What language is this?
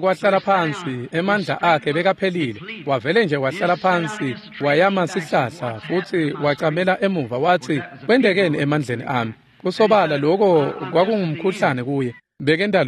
Swati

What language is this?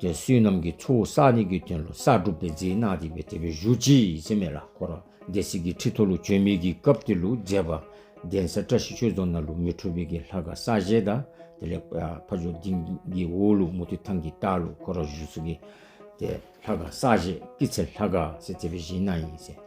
Dzongkha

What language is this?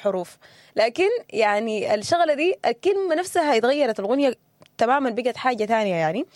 Sudanese Arabic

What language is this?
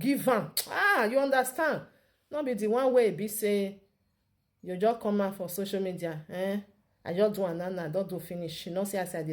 Nigerian Pidgin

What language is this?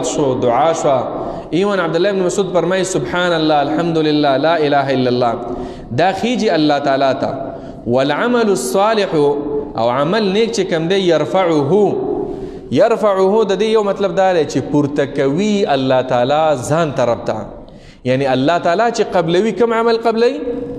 Pashto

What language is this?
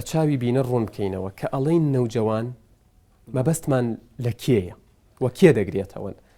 Central Kurdish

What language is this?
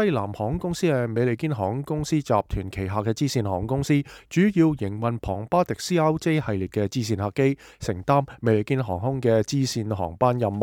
Cantonese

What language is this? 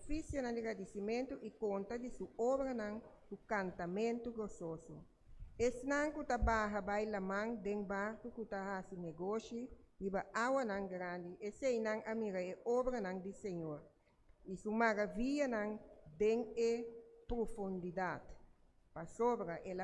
Papiamento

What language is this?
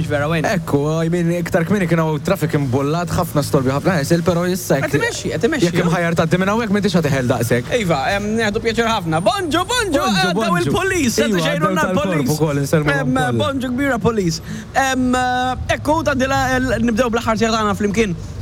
Maltese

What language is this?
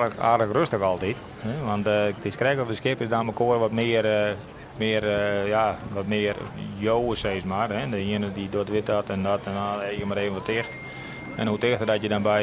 Western Frisian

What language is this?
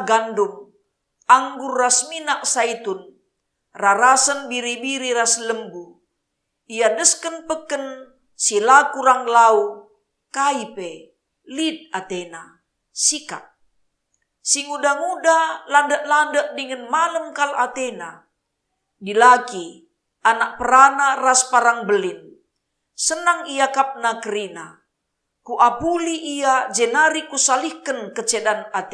Batak Karo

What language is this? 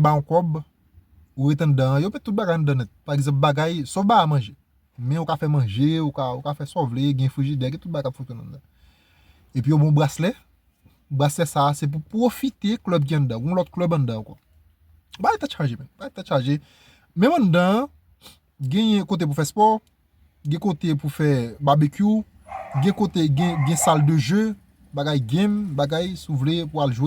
Haitian Creole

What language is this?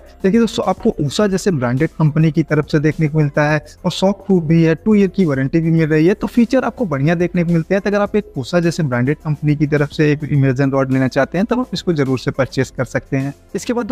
Hindi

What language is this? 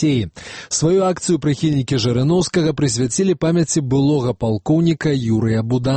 Belarusian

